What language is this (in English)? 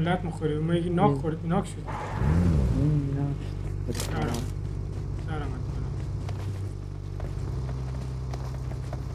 Persian